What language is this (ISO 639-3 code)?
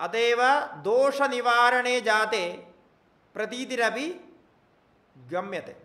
san